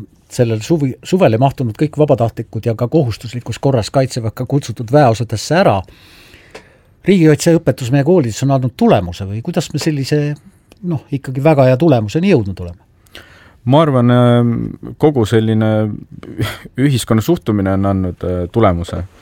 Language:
Estonian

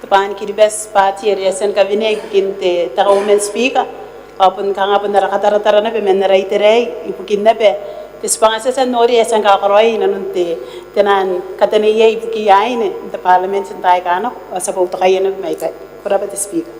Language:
Gilbertese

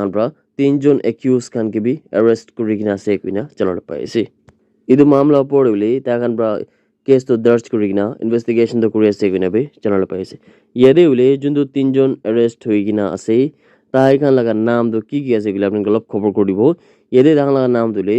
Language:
Naga Pidgin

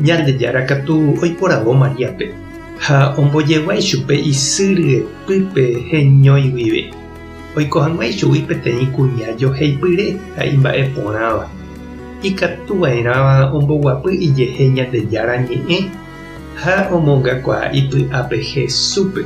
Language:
Guarani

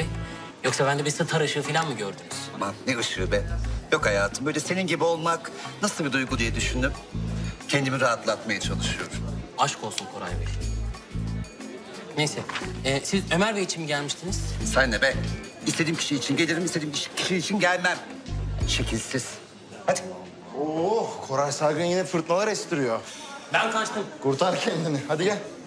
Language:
Turkish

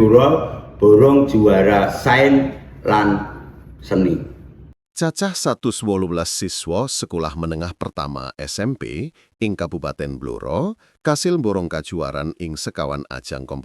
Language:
Javanese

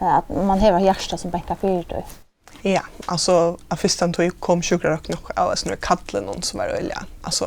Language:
Faroese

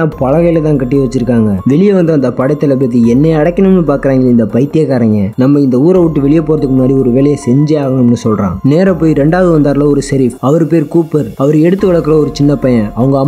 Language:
Tamil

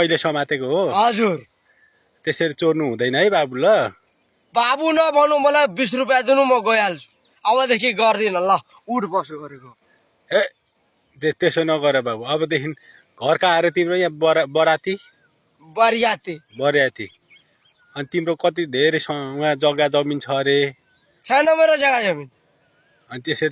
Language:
Nepali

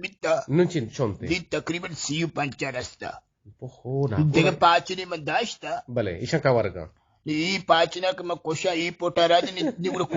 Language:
Eastern Balochi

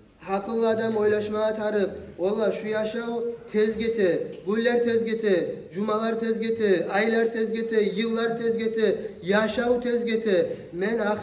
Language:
Kumyk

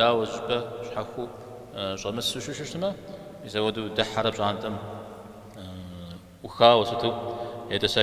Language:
Kabardian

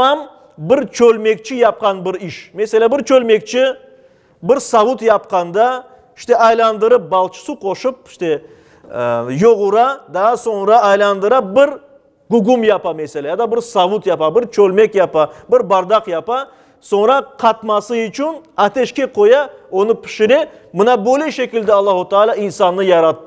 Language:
Crimean Tatar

